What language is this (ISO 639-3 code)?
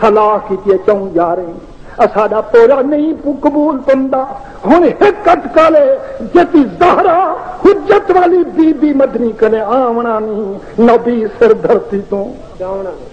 skr